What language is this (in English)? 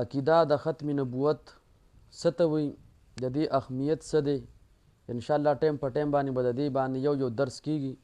Pashto